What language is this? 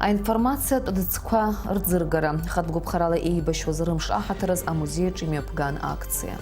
Abkhazian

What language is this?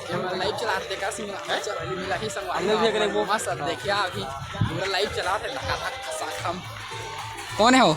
Chhattisgarhi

